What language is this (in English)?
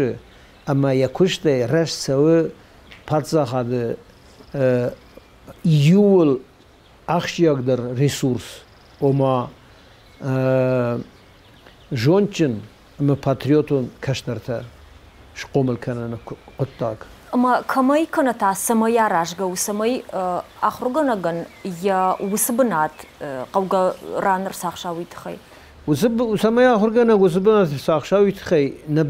Ossetic